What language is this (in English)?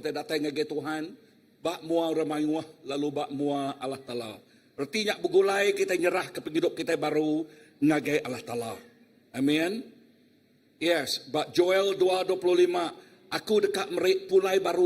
Iban